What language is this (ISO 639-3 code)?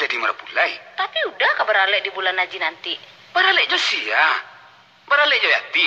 min